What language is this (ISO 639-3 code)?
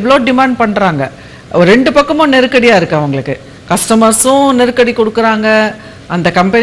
tam